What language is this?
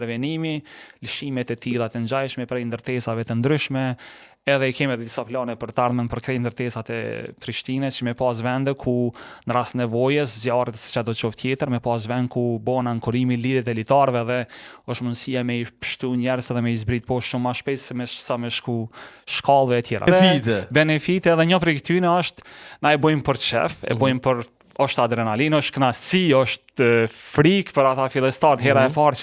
Albanian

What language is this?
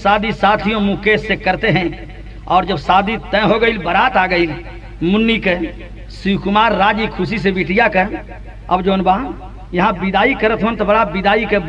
Bhojpuri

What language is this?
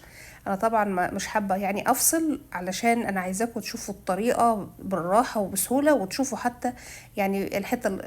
Egyptian Arabic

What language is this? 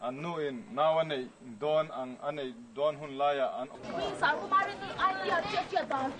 Mizo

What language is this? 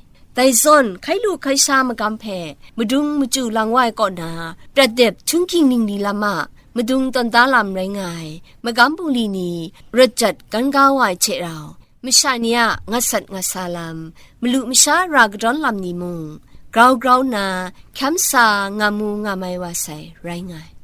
Kachin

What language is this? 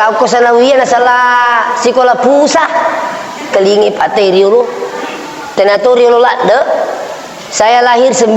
Buginese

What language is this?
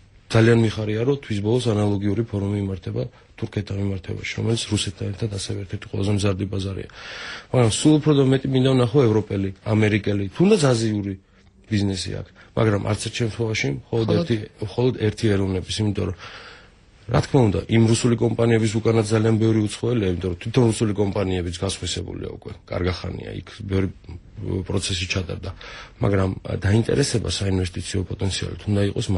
Georgian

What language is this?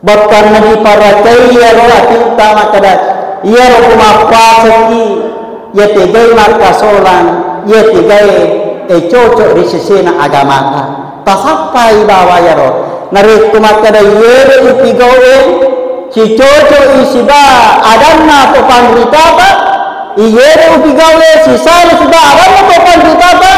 Buginese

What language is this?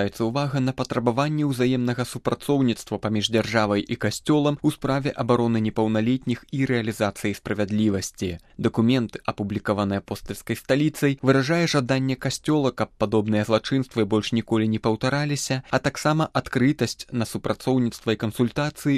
Belarusian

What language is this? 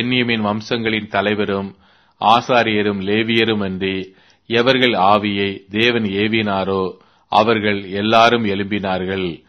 Tamil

